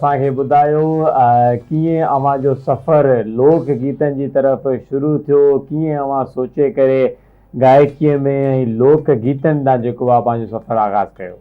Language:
Sindhi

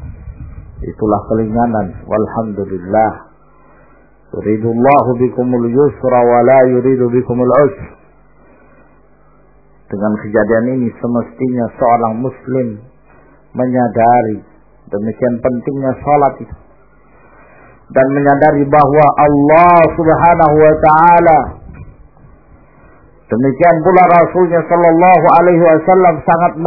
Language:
Indonesian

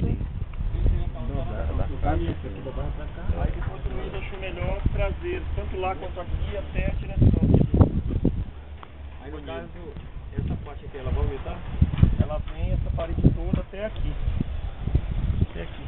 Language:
Portuguese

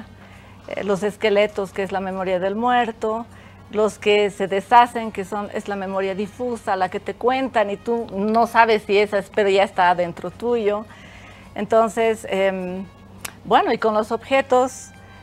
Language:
Spanish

